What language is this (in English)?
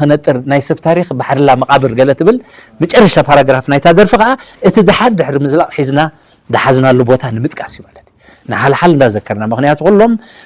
Tigrinya